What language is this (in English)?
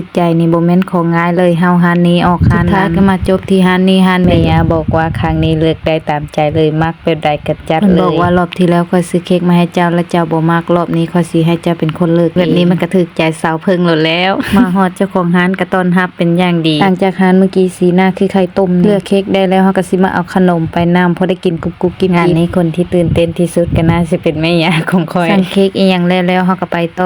Lao